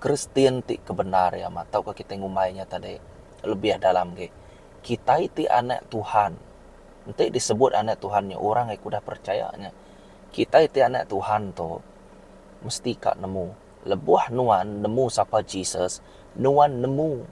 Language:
Iban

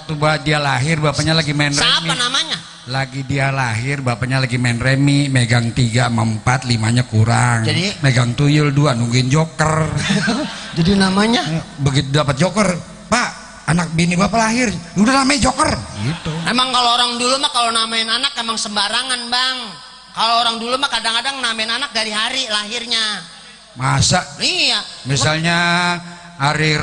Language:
Betawi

